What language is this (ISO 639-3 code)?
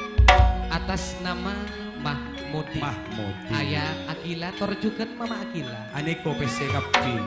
mad